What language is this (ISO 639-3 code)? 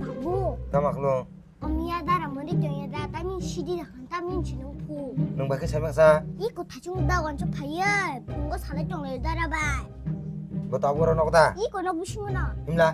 trp